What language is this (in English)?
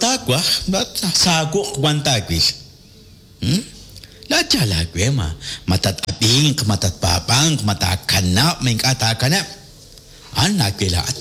Kekchí